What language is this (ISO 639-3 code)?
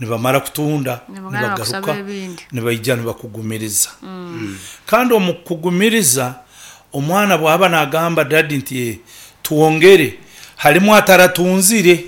nyn